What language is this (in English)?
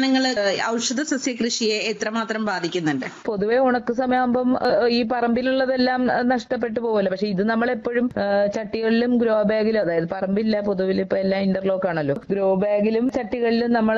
Malayalam